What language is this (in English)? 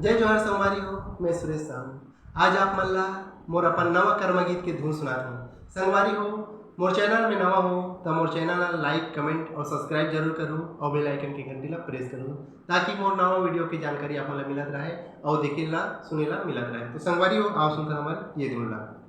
Chhattisgarhi